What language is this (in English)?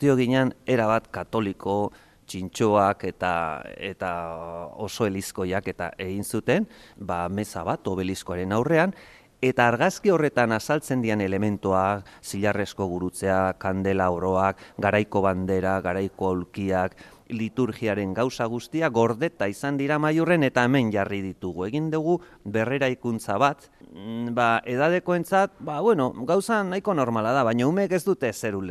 Basque